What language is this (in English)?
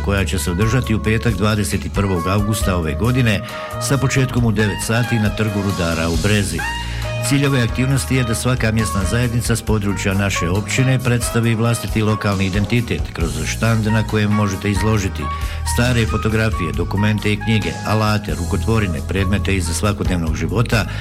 Bosnian